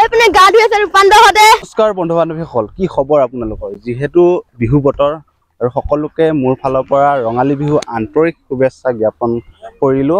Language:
Assamese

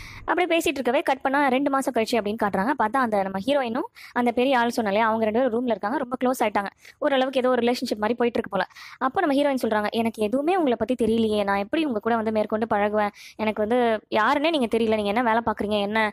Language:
Tamil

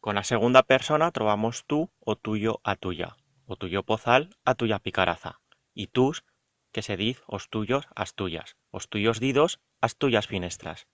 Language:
Aragonese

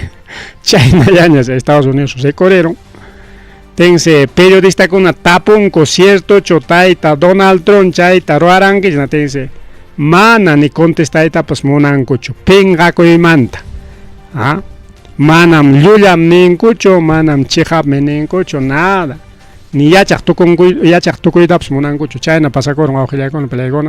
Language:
Ayacucho Quechua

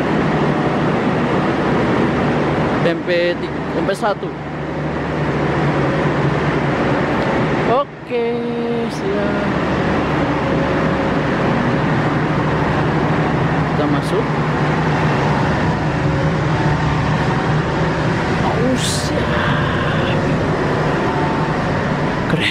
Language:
Indonesian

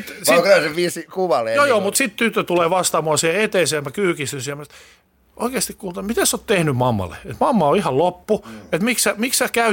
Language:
Finnish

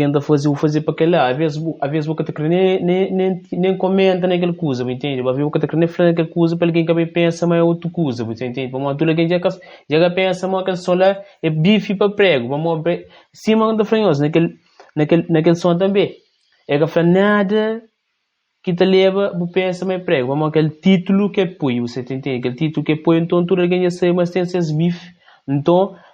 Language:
Kabuverdianu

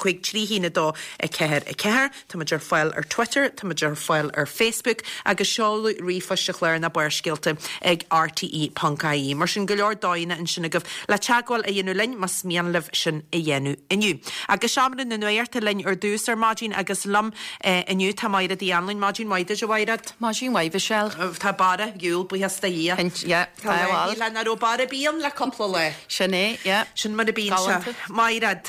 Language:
Irish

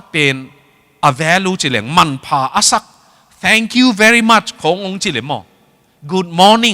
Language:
Tedim Chin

